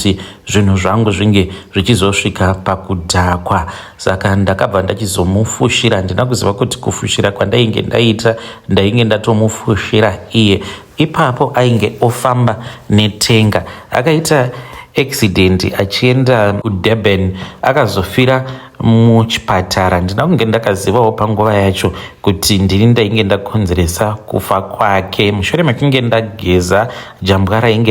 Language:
Shona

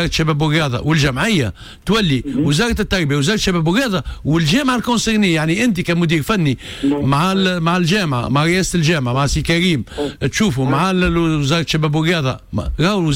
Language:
Tunisian Arabic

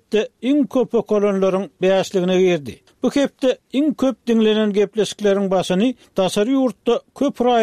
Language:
Turkmen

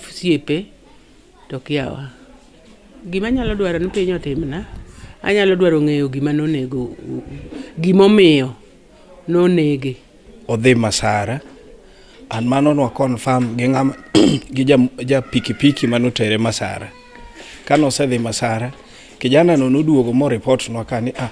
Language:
Luo (Kenya and Tanzania)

